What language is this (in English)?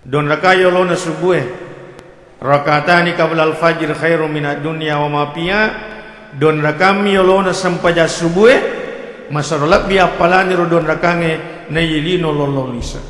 Buginese